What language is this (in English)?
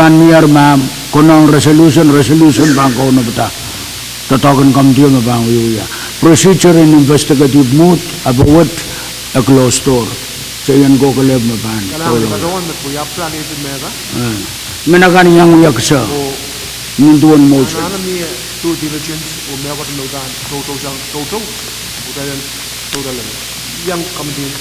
Pohnpeian